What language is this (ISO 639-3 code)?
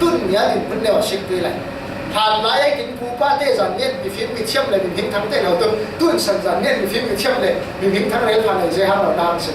cfm